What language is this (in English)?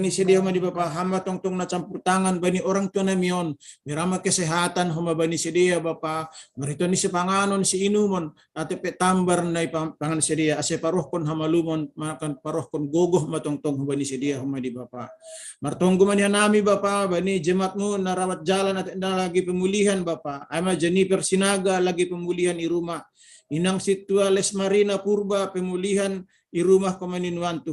Batak Simalungun